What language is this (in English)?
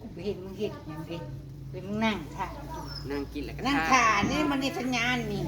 Northeastern Thai